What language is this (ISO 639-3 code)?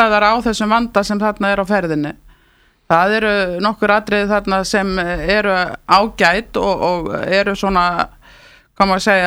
isl